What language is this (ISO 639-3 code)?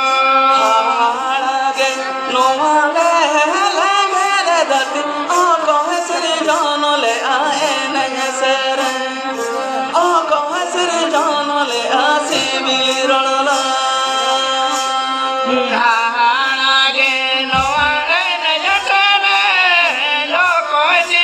sat